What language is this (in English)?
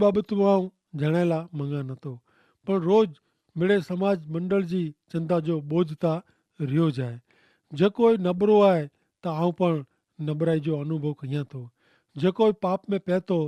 Kachhi